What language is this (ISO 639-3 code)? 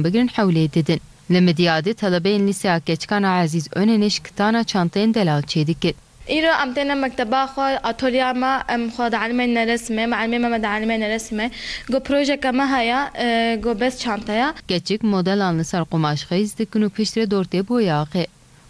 kur